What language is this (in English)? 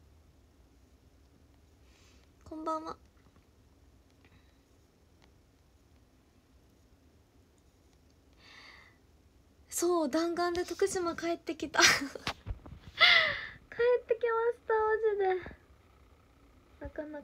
Japanese